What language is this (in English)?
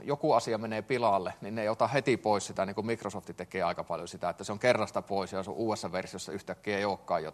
Finnish